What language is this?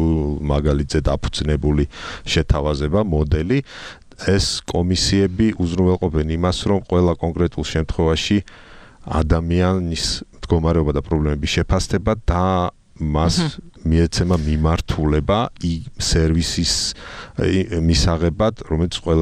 Georgian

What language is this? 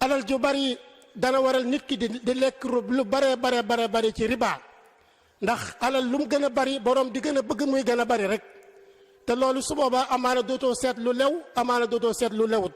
Wolof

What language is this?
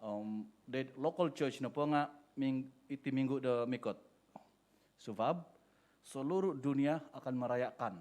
Central Dusun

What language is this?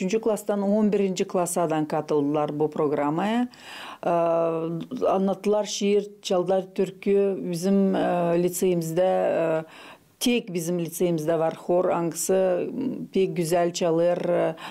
Gagauz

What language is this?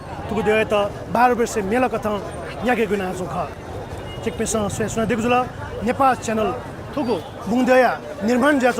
Newari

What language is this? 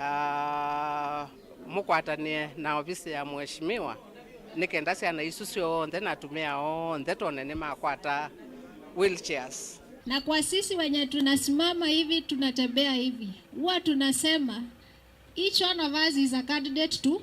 Kamba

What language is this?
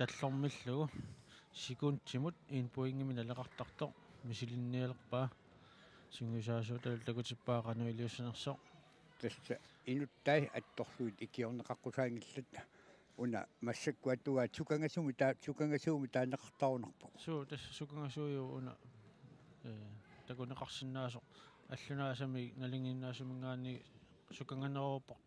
Kalaallisut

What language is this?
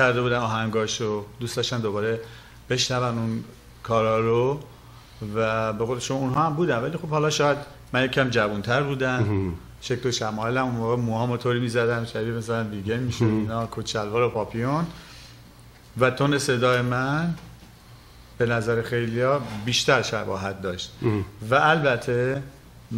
Persian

